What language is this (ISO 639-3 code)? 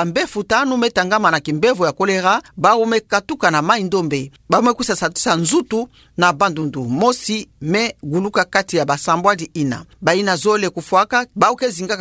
ktu